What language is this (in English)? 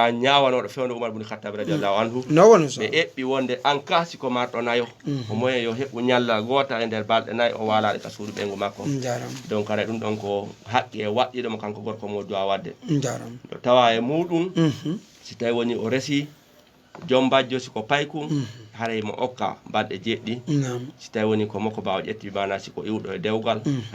Fula